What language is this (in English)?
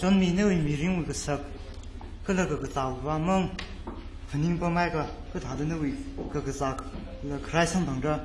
Tangkhul Naga (India)